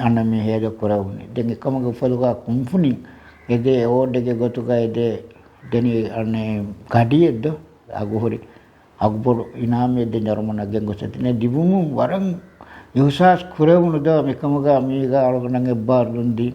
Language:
Divehi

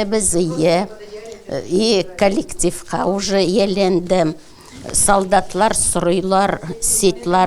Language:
Tatar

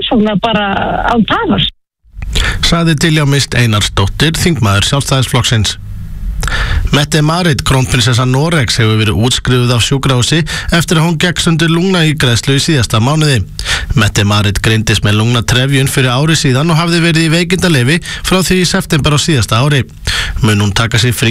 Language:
Icelandic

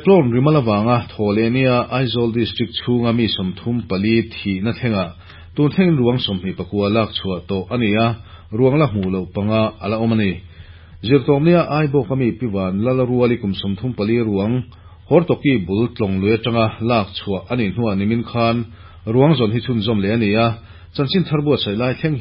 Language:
Mizo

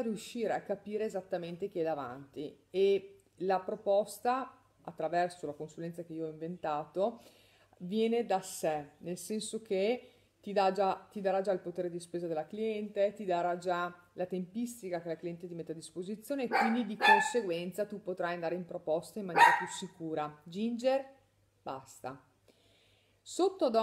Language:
Italian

